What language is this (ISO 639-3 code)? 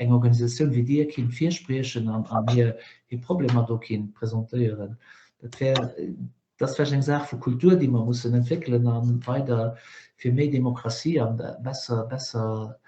ltz